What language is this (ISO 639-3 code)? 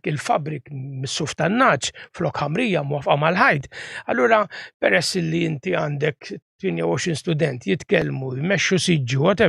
mlt